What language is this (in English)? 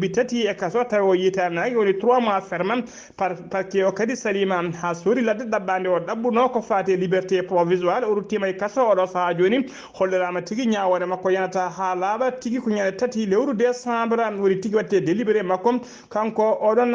Fula